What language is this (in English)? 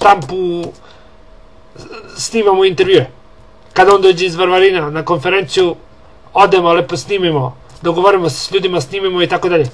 Serbian